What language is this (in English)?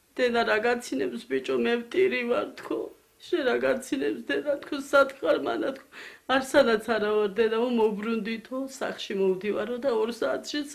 Georgian